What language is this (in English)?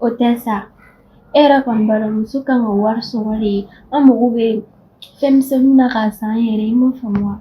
Bambara